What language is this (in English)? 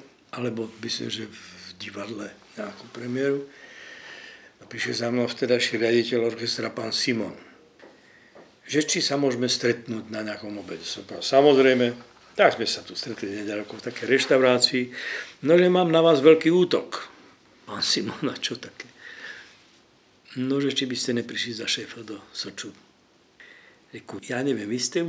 Slovak